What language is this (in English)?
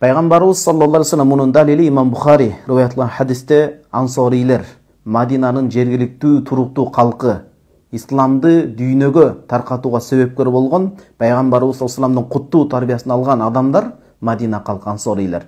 Kyrgyz